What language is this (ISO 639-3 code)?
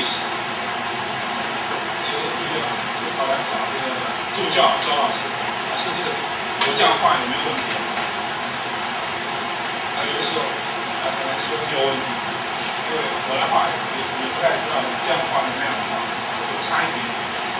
zho